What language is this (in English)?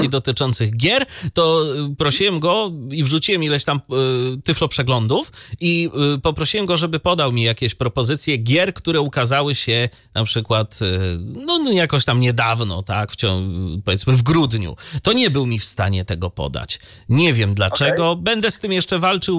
Polish